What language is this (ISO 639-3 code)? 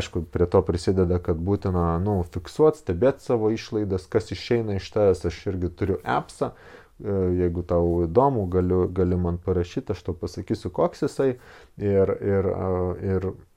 lit